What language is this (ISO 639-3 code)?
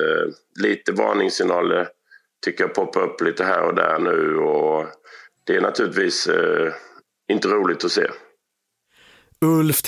swe